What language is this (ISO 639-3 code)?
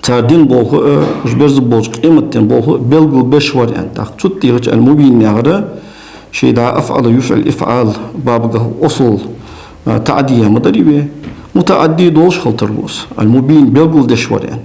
inh